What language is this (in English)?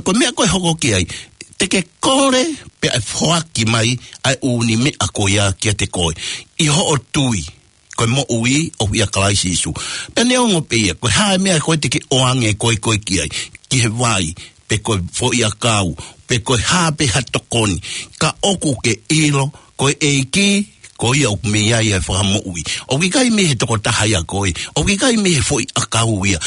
Tongan